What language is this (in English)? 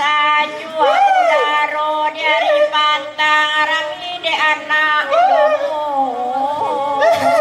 Minangkabau